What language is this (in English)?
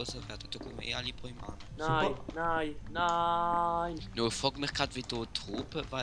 Swiss German